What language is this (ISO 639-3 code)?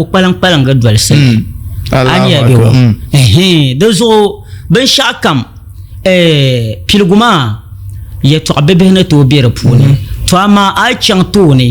dag